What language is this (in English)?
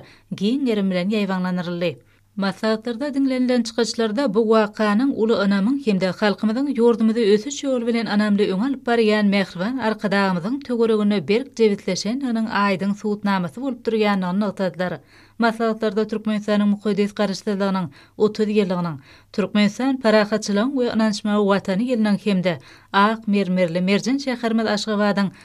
Turkmen